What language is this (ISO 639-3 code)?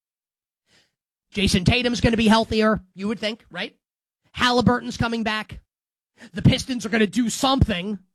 eng